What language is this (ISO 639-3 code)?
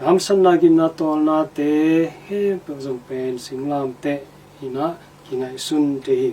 ctd